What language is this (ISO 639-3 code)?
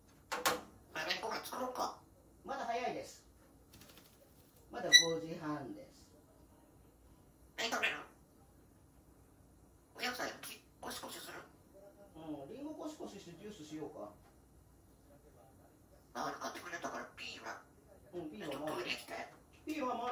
jpn